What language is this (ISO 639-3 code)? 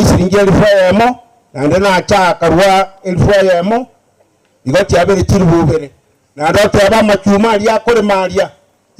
guz